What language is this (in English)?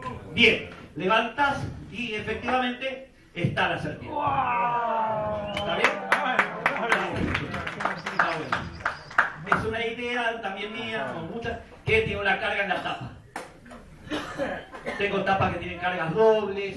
Spanish